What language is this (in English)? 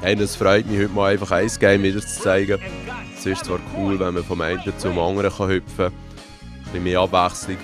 Swiss German